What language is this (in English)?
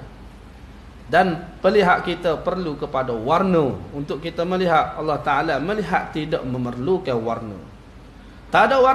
Malay